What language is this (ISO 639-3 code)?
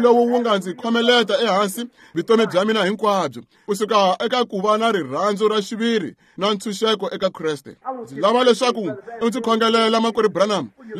tso